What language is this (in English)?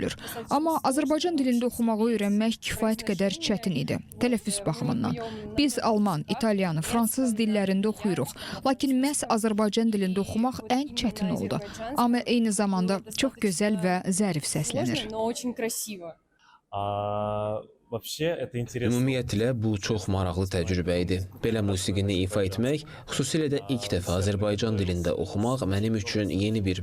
Azerbaijani